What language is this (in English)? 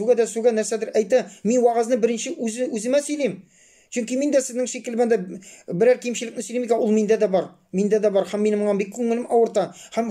Tatar